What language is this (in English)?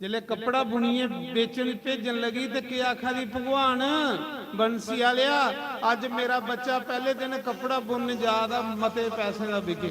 Dogri